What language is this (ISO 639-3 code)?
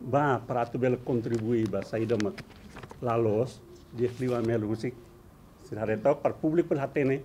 tet